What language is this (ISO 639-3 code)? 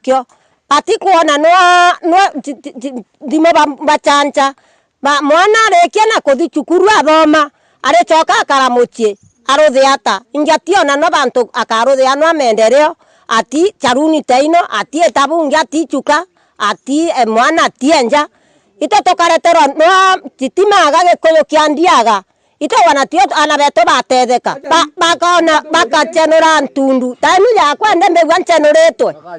mer